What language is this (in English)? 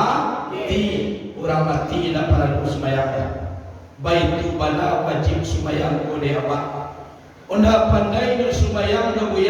Minangkabau